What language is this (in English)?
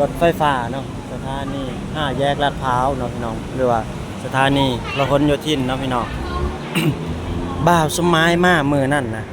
Lao